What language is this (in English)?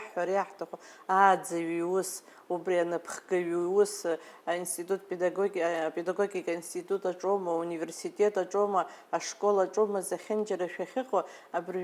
Abkhazian